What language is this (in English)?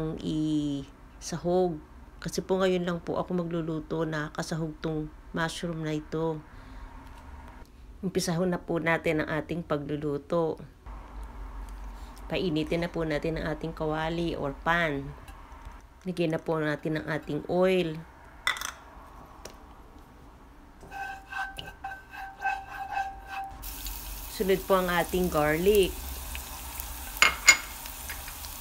Filipino